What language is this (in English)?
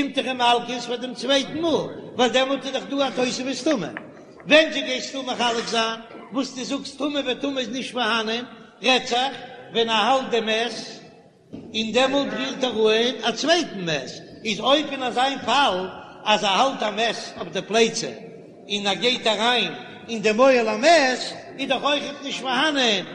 Yiddish